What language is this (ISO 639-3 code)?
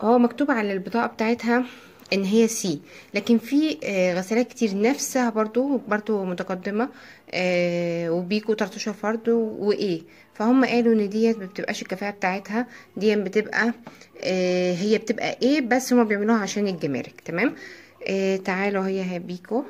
arz